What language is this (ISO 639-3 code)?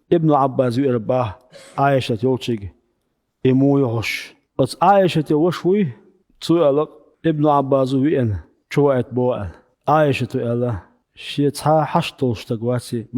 che